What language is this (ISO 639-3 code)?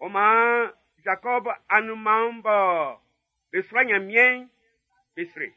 bci